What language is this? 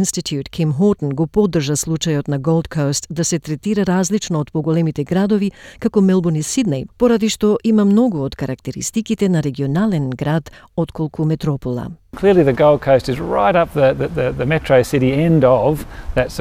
Macedonian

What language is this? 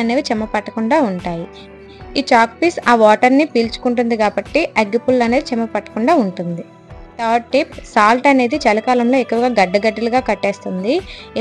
Telugu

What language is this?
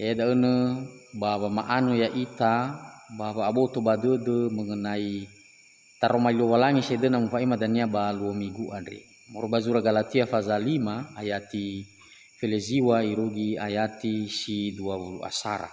Nias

